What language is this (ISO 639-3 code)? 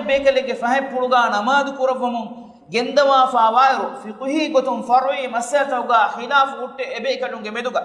div